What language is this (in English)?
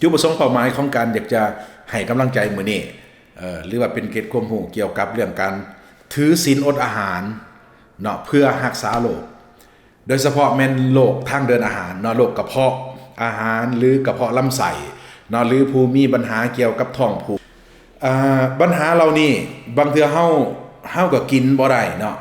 Lao